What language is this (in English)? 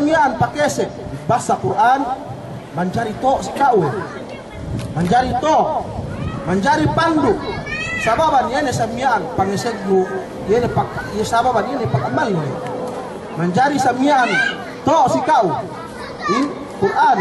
Yakan